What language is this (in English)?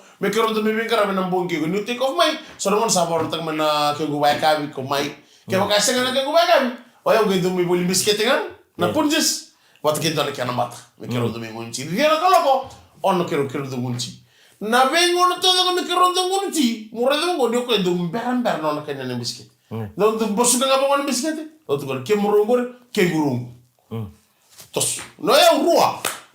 Fijian